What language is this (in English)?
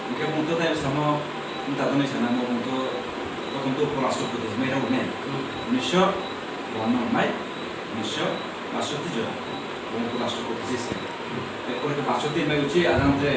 Riang (India)